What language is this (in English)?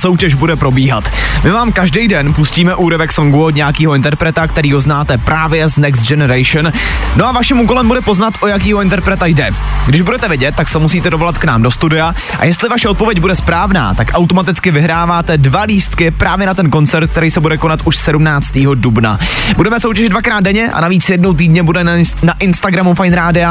Czech